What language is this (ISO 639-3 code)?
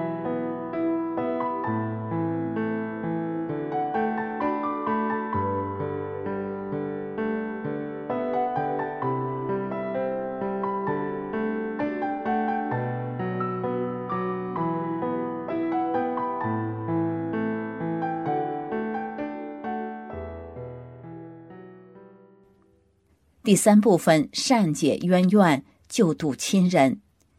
zho